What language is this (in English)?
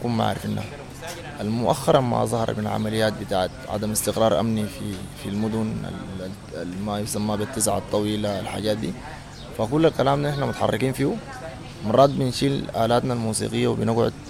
Sudanese Arabic